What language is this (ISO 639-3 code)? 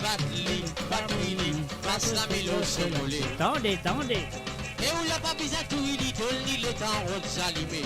mfe